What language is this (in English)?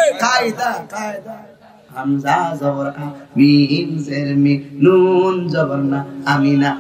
Sylheti